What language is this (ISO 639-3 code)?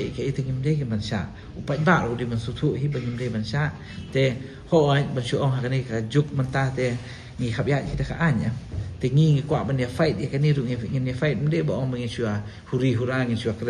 kha